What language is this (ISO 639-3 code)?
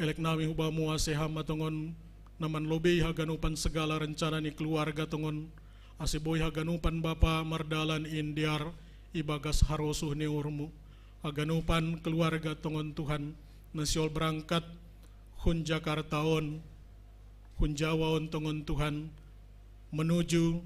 bts